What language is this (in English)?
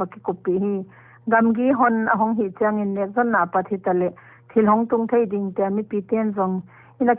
Paite Chin